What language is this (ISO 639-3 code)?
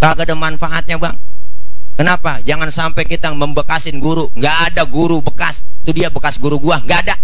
bew